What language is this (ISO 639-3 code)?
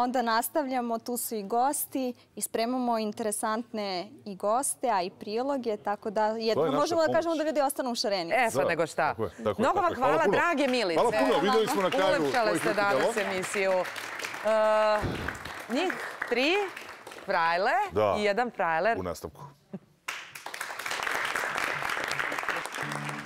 srp